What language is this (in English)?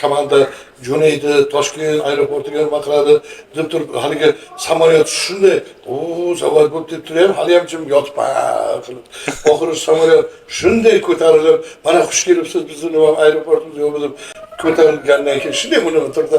Uzbek